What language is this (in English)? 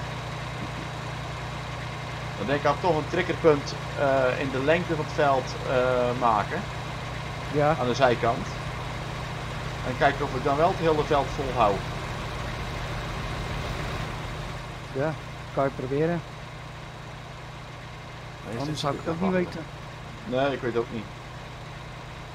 Dutch